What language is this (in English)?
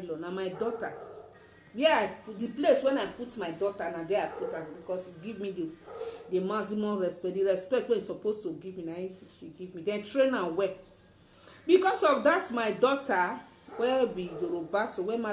Nigerian Pidgin